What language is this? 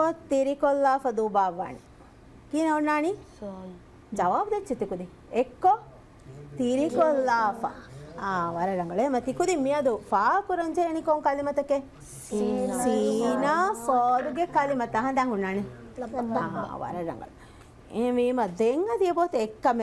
Divehi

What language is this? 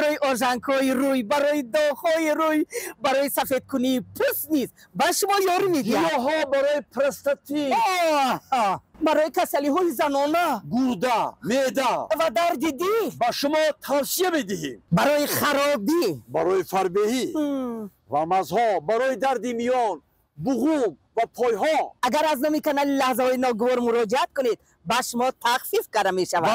Tajik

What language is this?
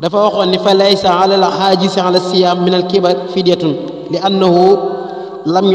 Wolof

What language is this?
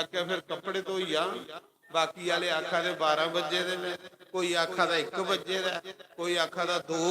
Dogri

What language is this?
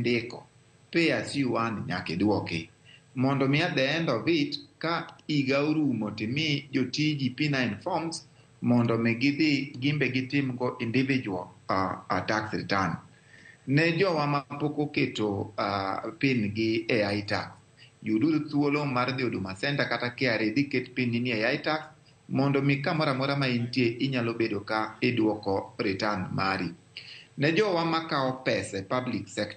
Luo (Kenya and Tanzania)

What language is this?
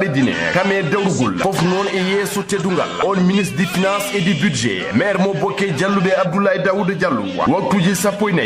Fula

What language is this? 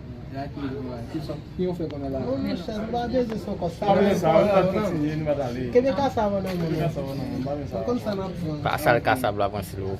Haitian Creole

